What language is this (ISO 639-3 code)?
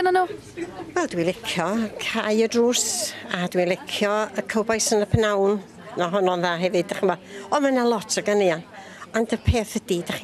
cym